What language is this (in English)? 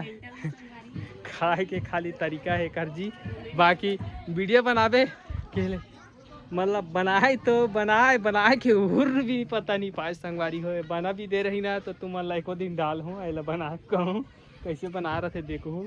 Chhattisgarhi